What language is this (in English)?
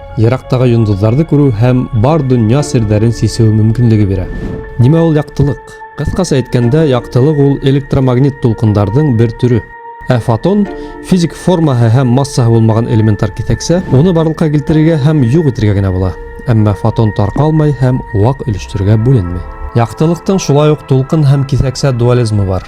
Bashkir